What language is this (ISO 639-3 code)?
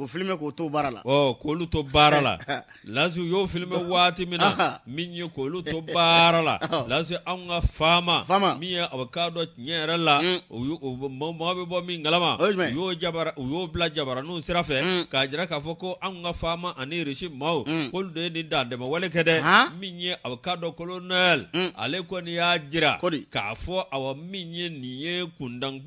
bam